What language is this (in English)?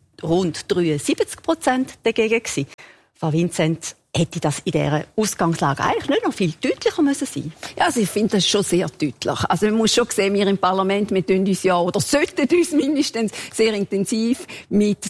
German